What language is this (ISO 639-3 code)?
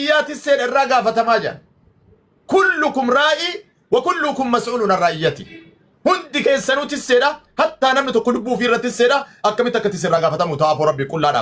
orm